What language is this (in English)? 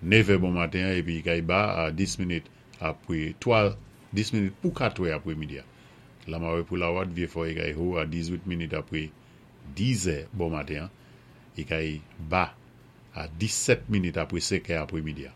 Saint Lucian Creole French